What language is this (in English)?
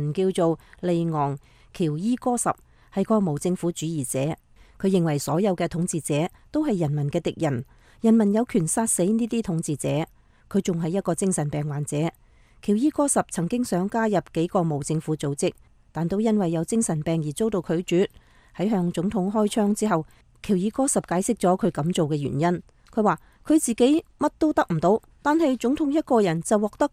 Cantonese